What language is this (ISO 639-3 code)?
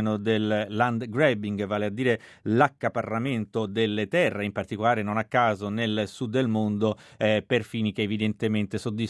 ita